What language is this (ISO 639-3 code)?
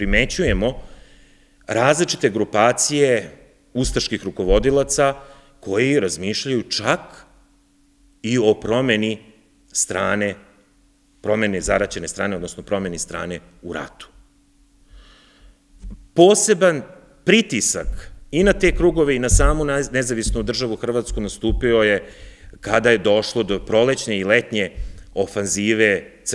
srp